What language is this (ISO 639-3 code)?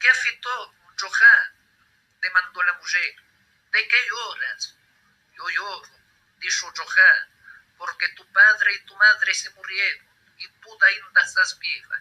lad